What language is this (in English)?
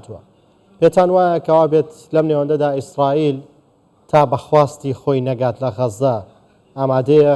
Central Kurdish